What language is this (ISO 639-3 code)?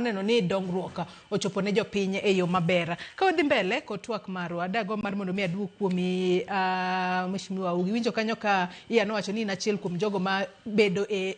luo